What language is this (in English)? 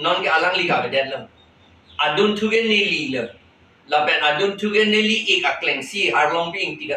Karbi